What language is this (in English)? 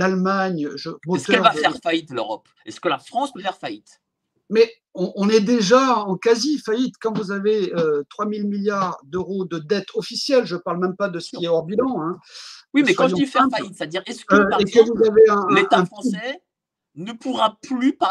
French